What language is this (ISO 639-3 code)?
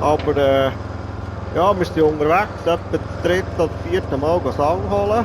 gsw